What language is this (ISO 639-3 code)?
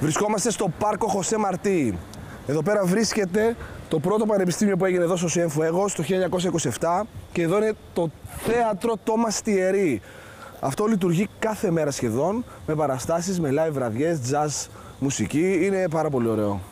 ell